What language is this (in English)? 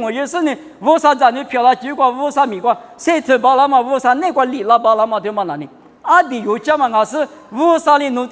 Lisu